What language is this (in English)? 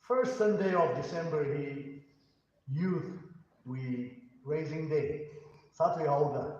Tangkhul Naga (India)